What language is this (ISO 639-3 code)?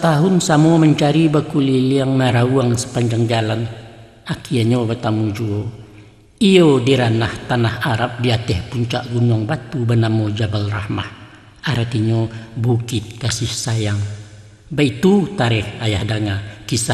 min